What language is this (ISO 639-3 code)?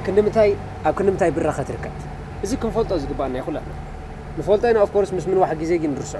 tir